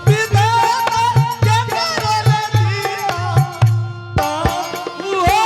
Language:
Angika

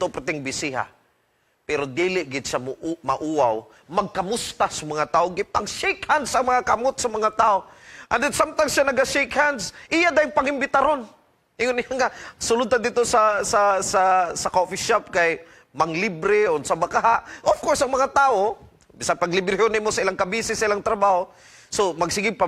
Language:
Cebuano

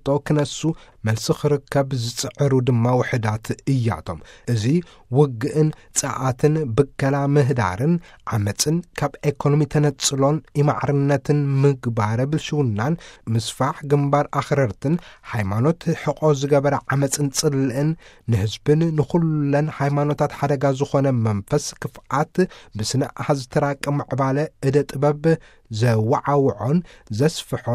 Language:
Tigrinya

